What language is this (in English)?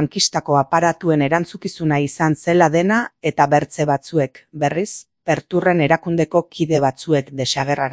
Basque